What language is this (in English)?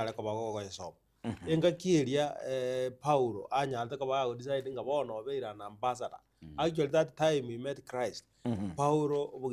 Gusii